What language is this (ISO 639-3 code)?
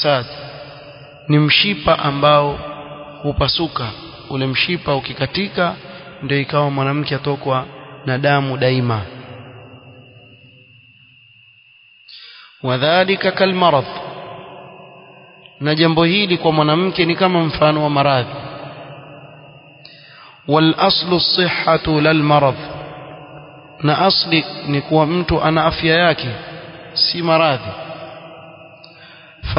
swa